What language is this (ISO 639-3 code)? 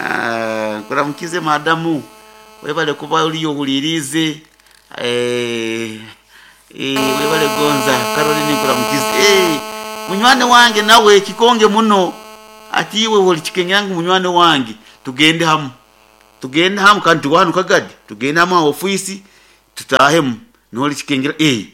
nyo